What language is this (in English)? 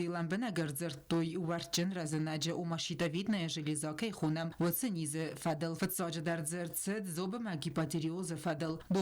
Ossetic